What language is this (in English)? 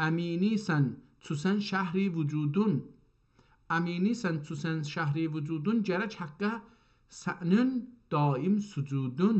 South Azerbaijani